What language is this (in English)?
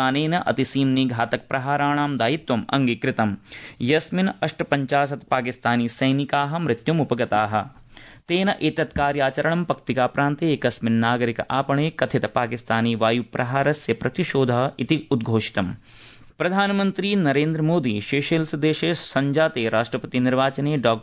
Sanskrit